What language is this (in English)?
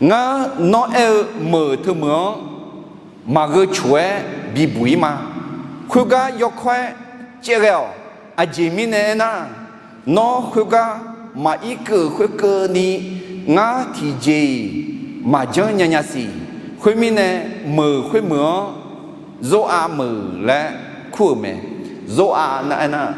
Akha